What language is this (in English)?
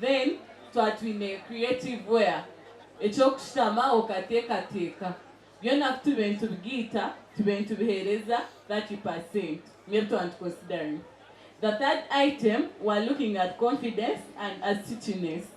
Nyankole